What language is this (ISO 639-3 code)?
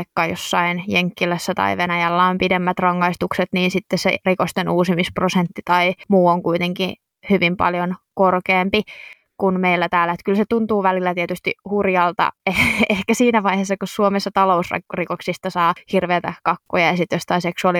fin